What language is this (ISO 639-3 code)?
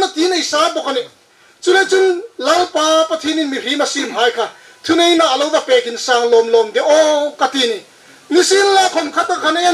hmr